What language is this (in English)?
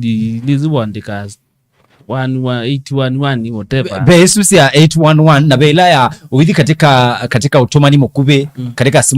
Kamba